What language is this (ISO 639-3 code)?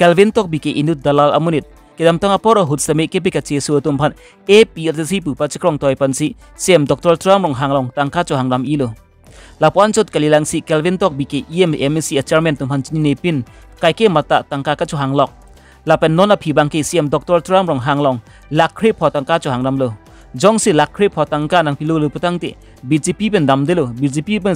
mjw